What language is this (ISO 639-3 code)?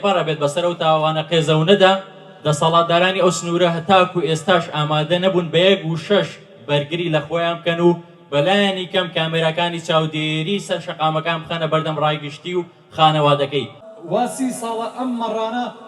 ckb